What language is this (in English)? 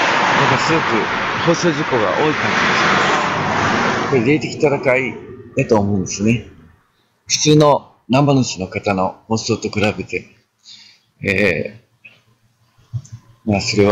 Japanese